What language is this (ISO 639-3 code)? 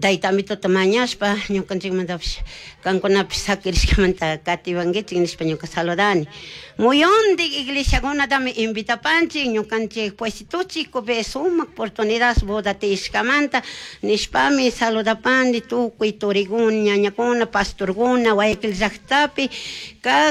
qug